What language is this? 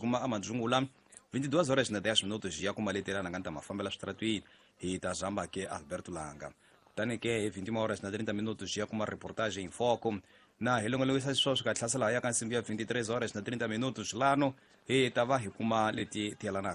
Tsonga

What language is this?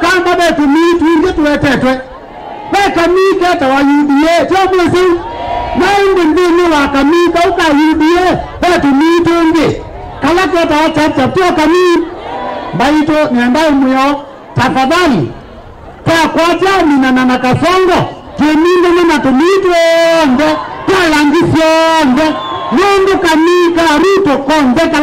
Kamba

